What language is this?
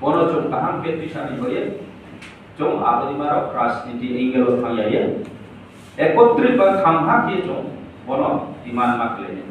Riang (India)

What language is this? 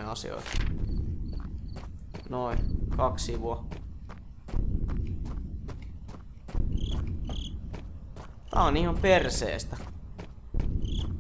Finnish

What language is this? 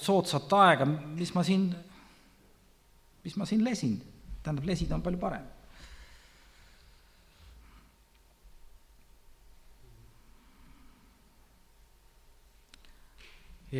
Estonian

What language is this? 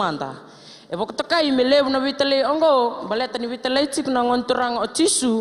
Fijian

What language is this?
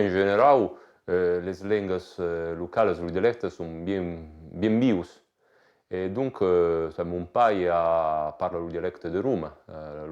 Occitan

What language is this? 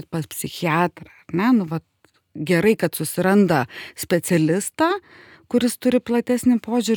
Lithuanian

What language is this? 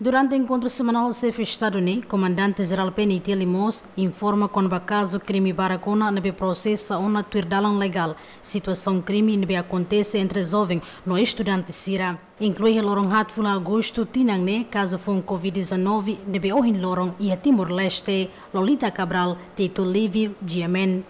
Tetum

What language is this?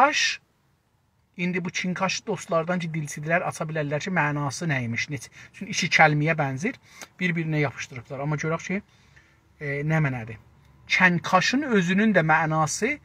South Azerbaijani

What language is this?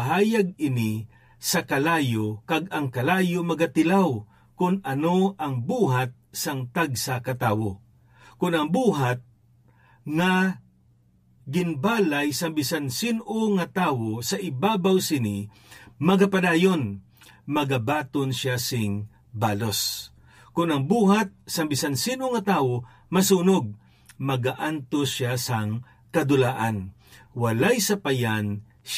Hiligaynon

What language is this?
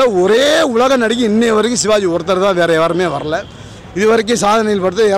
Tamil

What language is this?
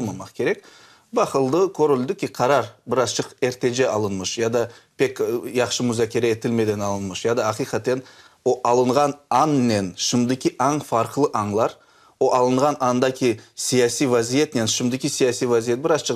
Crimean Tatar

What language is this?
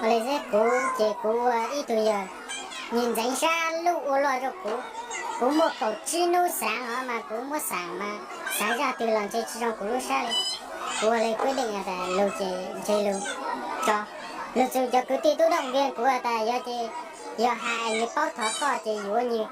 Hmong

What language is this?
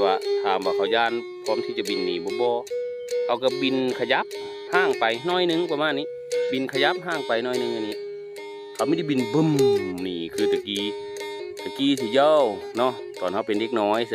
Northeastern Thai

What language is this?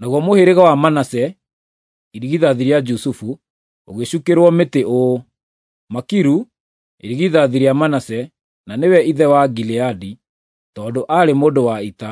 Kikuyu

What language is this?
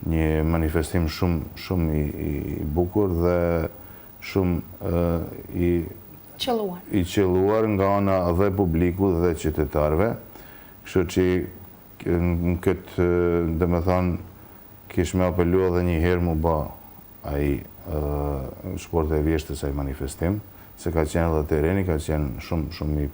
Albanian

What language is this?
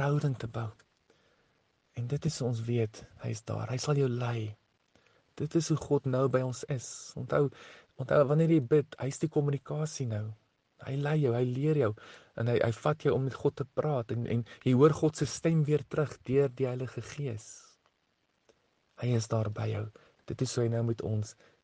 Afrikaans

